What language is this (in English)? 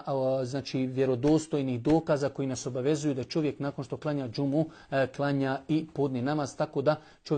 Bosnian